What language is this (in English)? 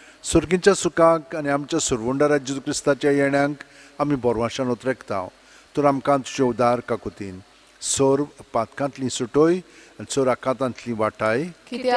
Konkani